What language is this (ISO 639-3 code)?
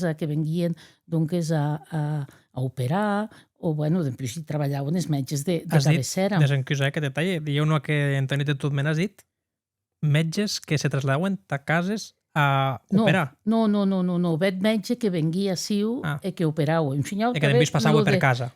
oci